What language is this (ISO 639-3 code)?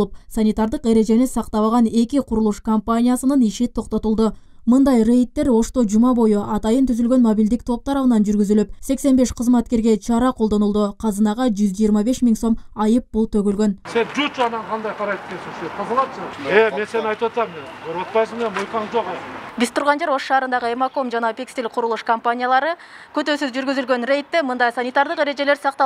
kir